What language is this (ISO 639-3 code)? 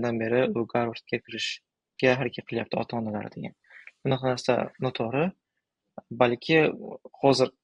uzb